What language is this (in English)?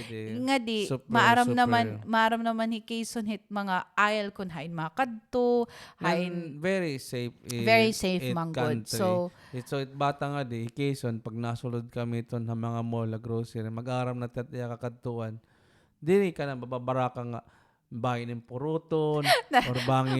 Waray